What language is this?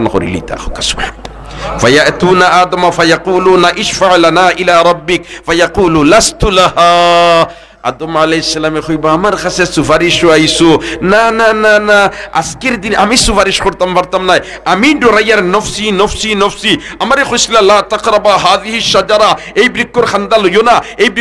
Sylheti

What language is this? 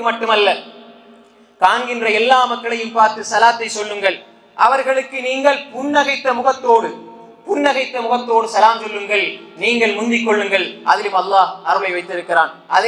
Tamil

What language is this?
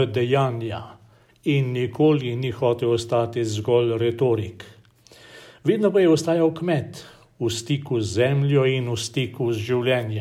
Slovenian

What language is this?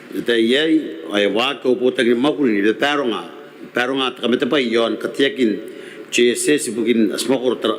Gilbertese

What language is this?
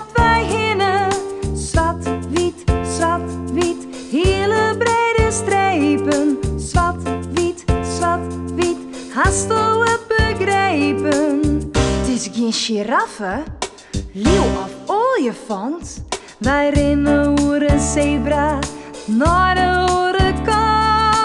Western Frisian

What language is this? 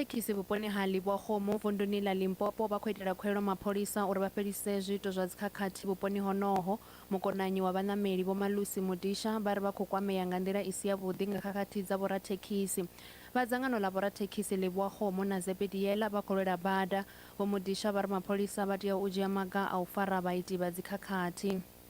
Venda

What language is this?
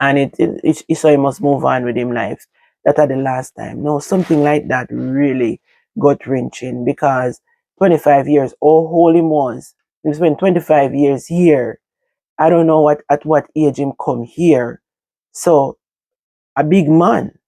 Jamaican Creole English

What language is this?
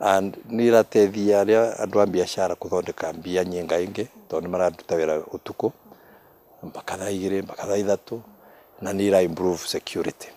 Meru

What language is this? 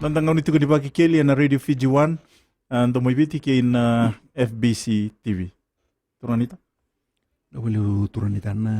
Fijian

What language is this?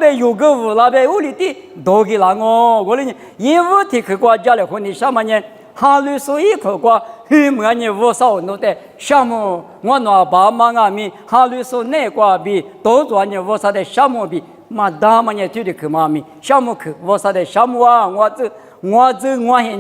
Lisu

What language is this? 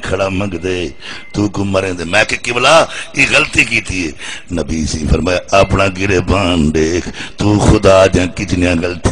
Saraiki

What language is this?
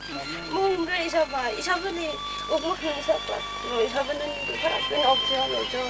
Tangkhul Naga (India)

